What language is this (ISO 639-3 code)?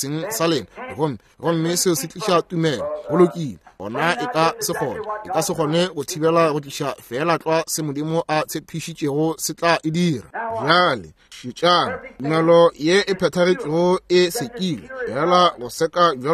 nso